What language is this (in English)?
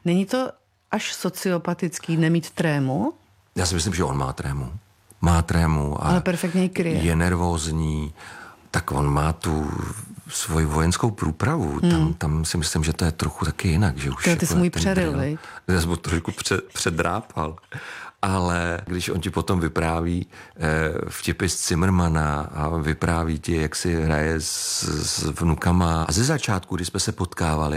Czech